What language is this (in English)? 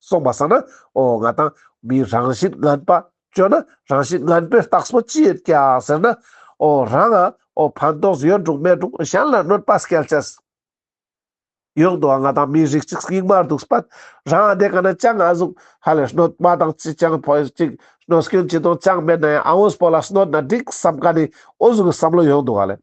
Ladakhi